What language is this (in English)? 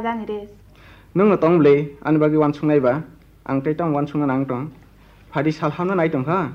Kok Borok